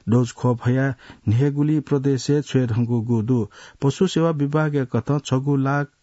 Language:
Newari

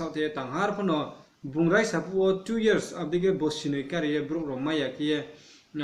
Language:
Riang (India)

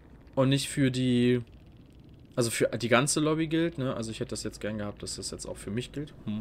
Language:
German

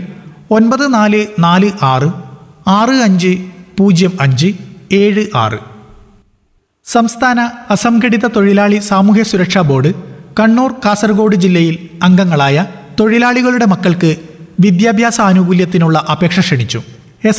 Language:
Malayalam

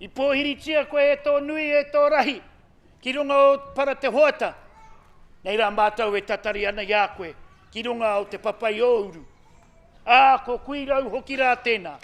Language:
Māori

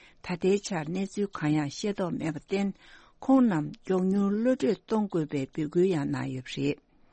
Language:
Tibetan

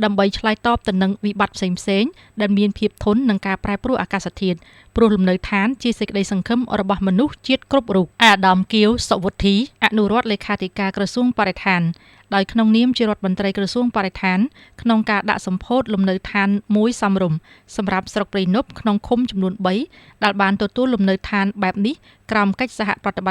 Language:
Khmer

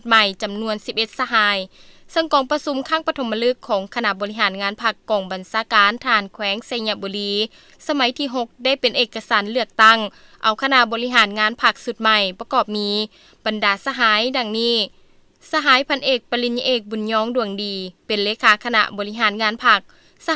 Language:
Lao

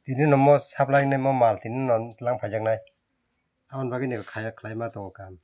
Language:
Kok Borok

